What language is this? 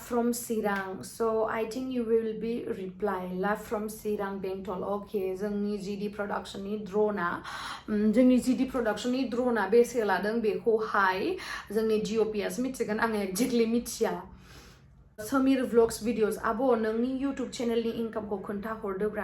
Bodo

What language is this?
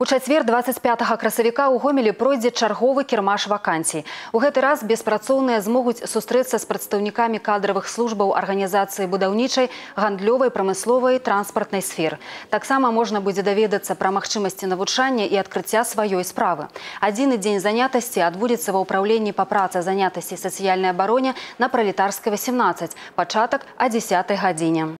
Belarusian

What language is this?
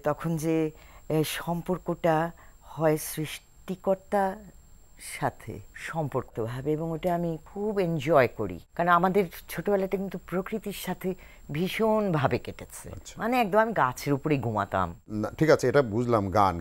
Bangla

